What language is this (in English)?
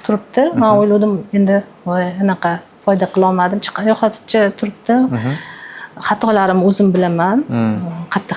Uzbek